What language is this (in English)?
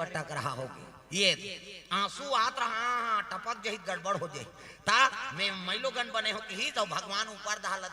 Chhattisgarhi